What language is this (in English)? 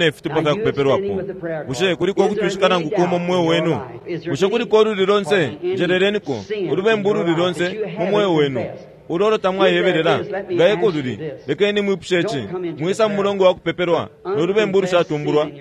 Bemba